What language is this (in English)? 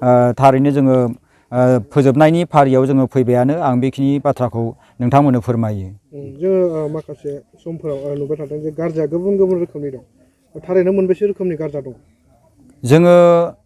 Bodo